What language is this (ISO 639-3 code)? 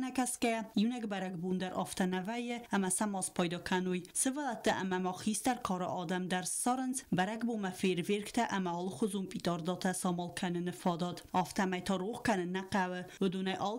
oss